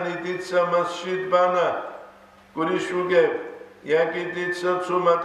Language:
Avaric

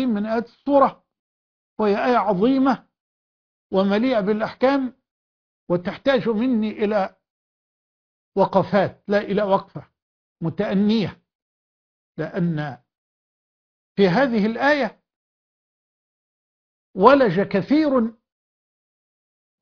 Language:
Arabic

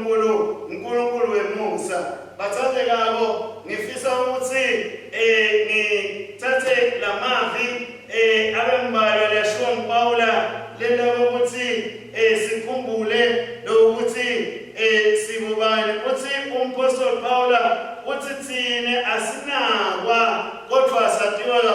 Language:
Swati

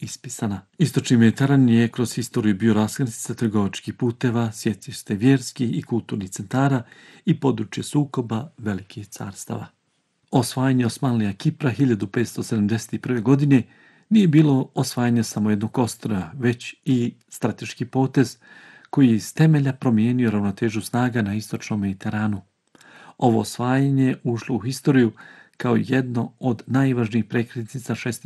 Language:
Bosnian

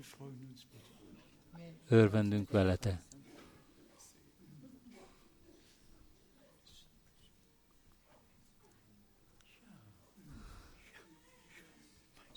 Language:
Hungarian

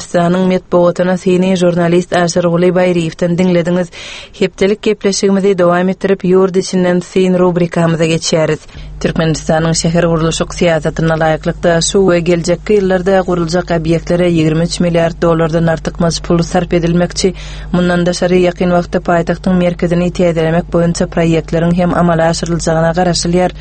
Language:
Turkmen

